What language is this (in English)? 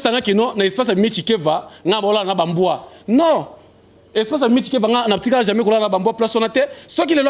Lingala